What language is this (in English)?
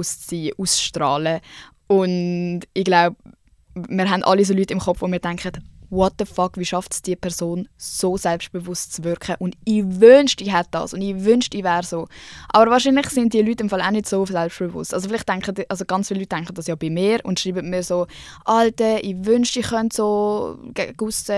Swiss German